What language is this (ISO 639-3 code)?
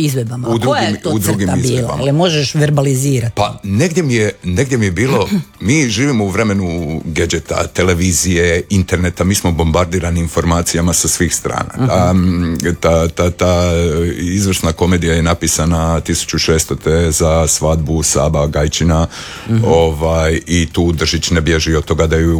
hrv